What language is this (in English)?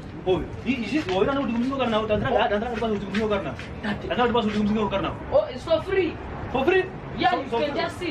Kwangali